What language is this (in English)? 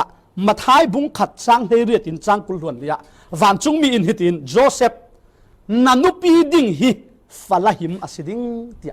Falam Chin